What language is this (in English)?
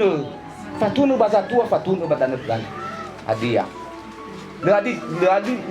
Nias